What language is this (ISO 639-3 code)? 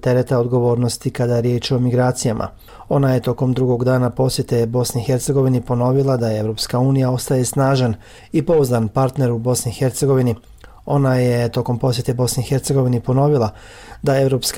bos